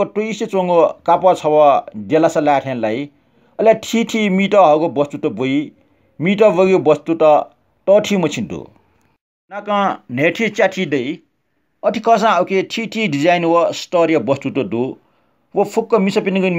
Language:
Newari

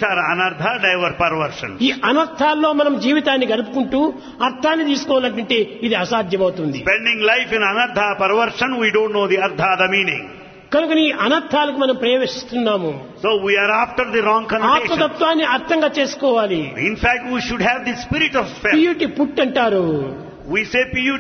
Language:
Telugu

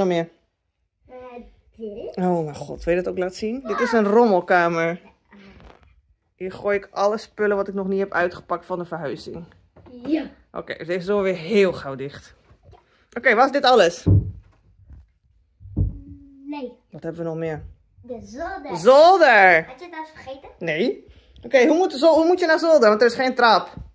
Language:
Dutch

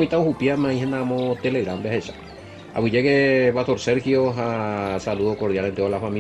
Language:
Guarani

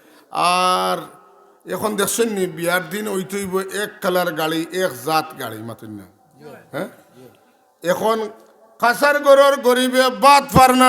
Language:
Sylheti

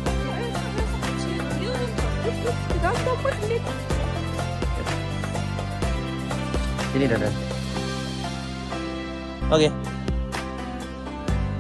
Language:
Indonesian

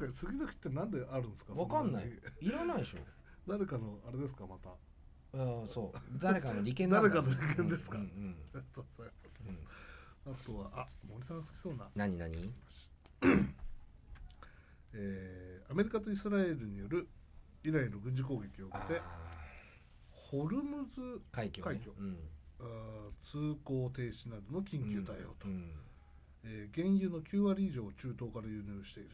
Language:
Japanese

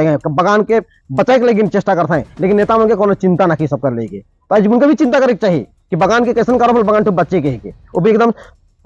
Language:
Sadri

